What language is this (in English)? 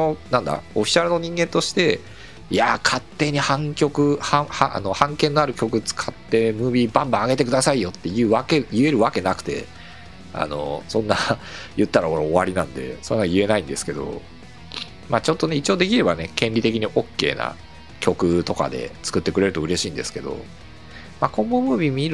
Japanese